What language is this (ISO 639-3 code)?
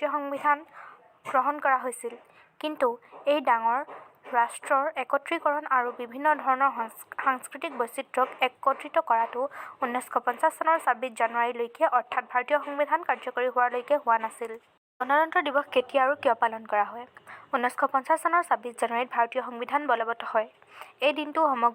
asm